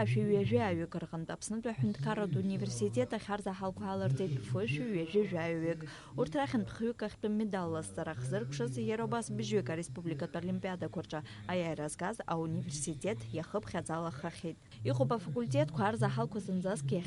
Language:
Abkhazian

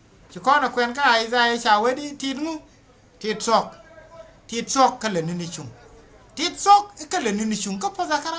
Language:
Nuer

